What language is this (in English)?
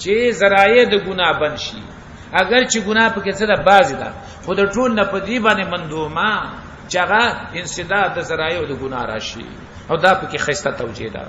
Pashto